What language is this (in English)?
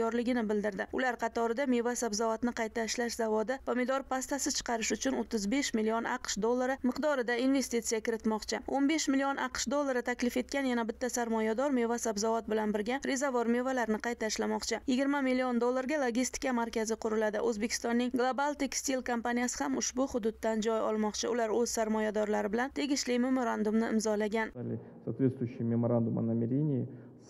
Uzbek